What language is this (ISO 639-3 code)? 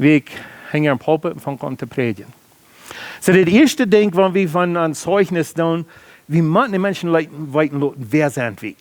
pdt